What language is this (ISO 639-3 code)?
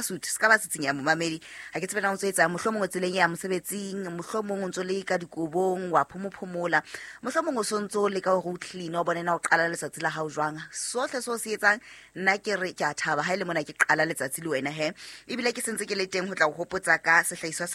sot